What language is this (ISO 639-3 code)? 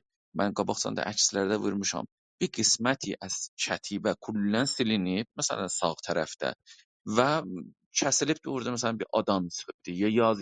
azb